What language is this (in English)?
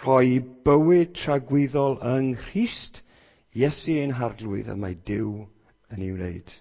Welsh